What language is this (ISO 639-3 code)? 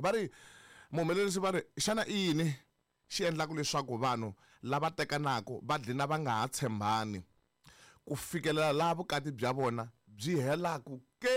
tso